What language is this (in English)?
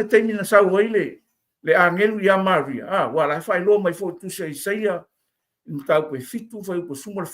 Samoan